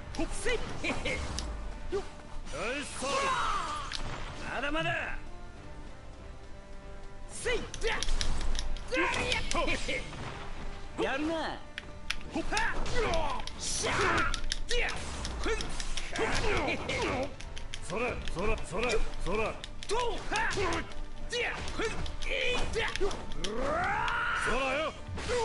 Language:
Japanese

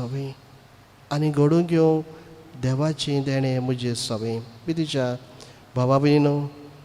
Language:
Konkani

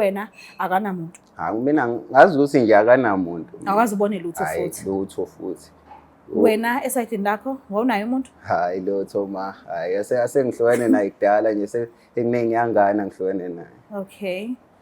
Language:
Zulu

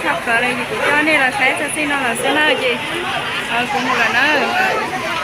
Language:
Hmong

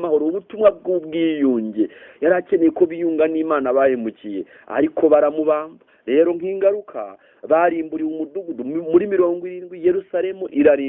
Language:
Kinyarwanda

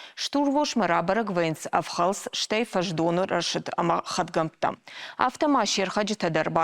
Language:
Ossetic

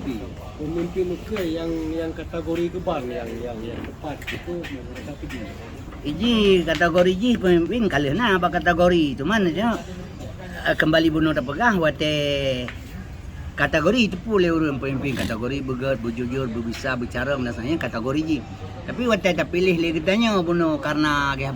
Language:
Achinese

